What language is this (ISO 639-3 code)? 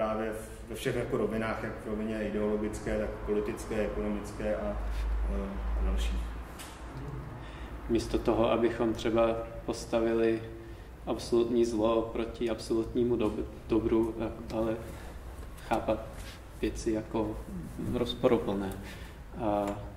ces